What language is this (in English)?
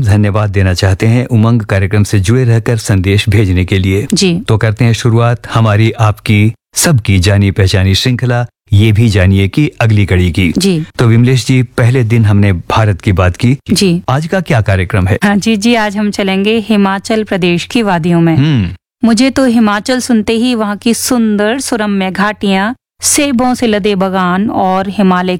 Hindi